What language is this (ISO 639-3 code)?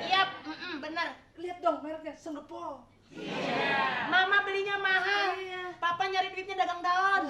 bew